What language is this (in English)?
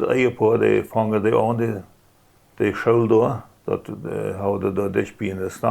Plautdietsch